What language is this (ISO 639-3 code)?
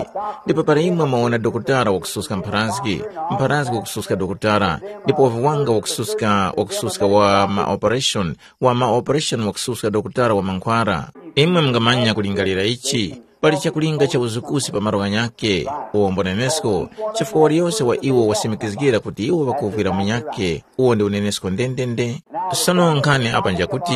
tum